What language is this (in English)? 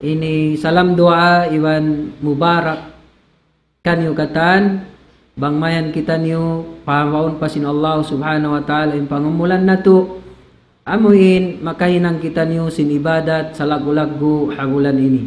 Tausug